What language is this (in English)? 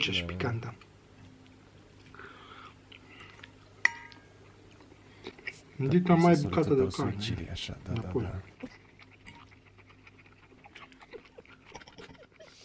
Romanian